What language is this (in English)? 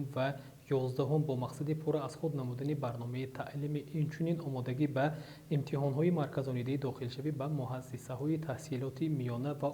Tajik